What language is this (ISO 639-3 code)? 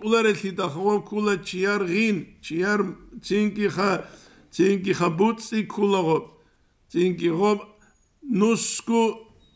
ava